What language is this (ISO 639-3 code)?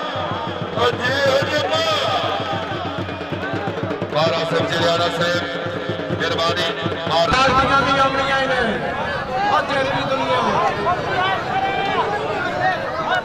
hin